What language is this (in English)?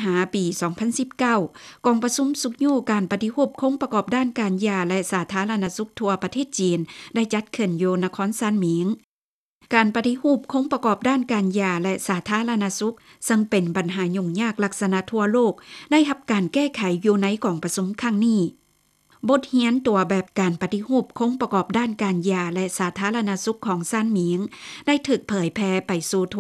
Lao